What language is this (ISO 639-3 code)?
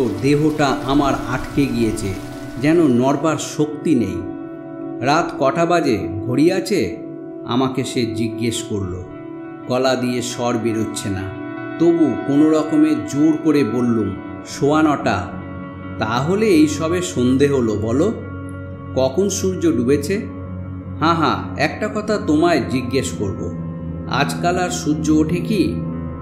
ben